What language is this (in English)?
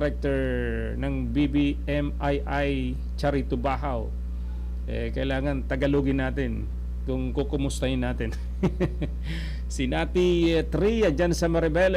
Bikol